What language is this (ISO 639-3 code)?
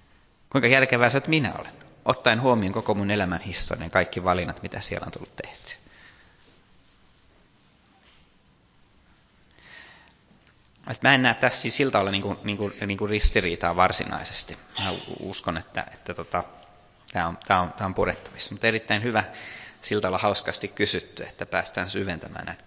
fin